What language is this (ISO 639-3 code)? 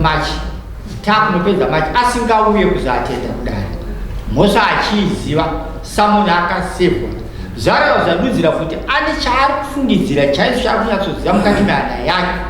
sna